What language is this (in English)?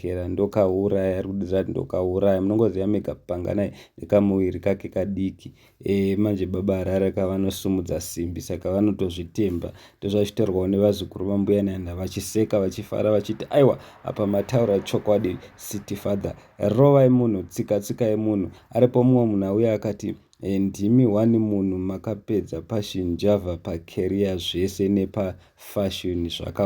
Shona